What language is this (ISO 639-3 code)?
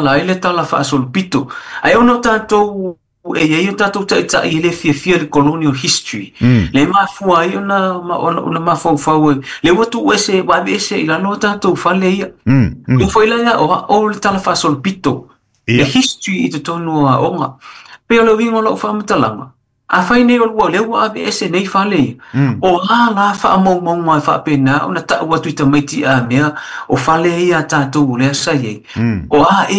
smo